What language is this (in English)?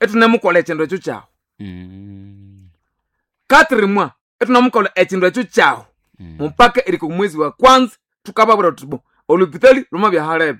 Nande